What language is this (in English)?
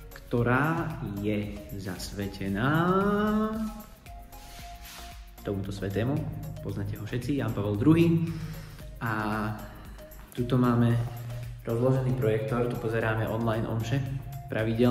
Slovak